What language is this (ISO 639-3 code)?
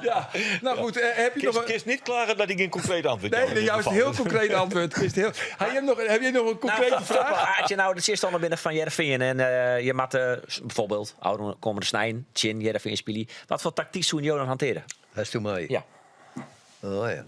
fry